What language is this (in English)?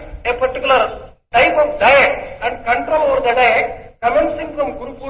Telugu